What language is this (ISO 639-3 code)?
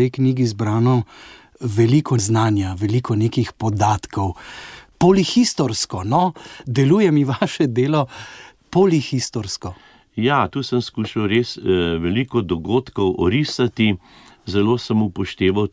slv